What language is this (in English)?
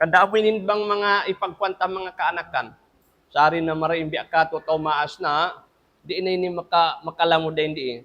Tausug